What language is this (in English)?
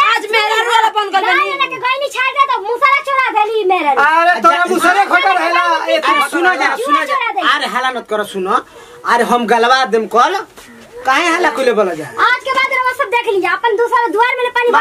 Bhojpuri